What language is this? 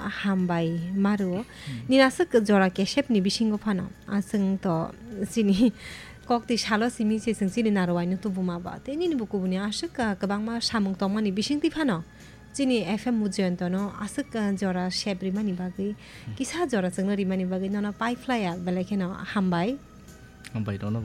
Kok Borok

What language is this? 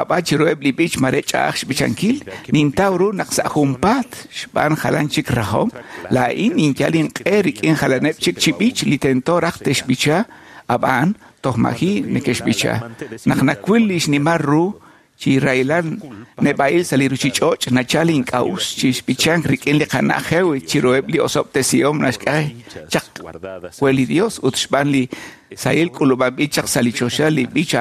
Kekchí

